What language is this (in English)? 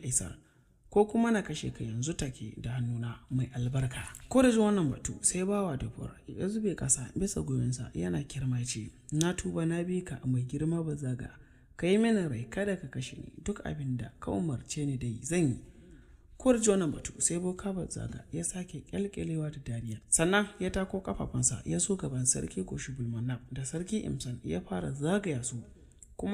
Hausa